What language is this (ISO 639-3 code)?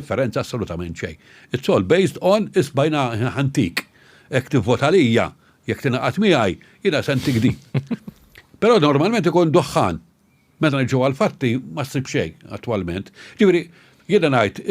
mlt